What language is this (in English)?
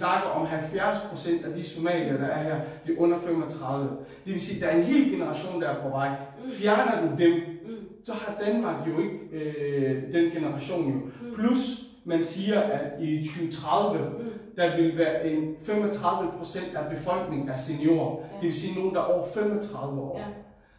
Danish